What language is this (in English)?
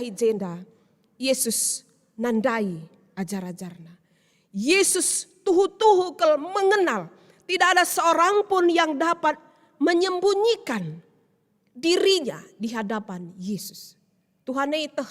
Batak Karo